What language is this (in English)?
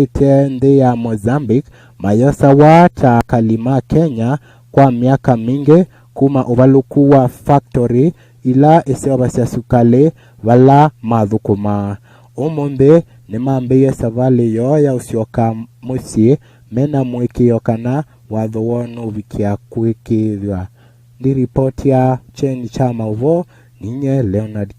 Kamba